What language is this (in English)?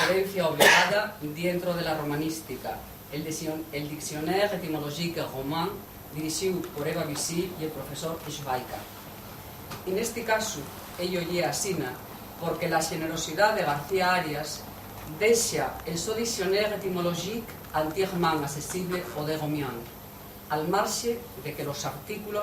Asturian